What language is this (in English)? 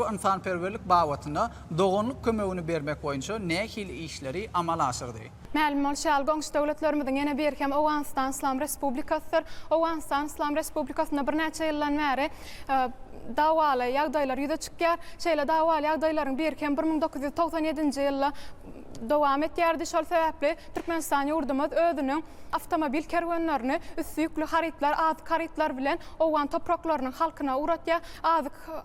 Turkmen